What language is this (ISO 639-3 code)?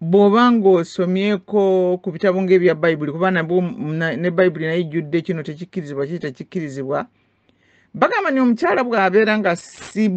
lug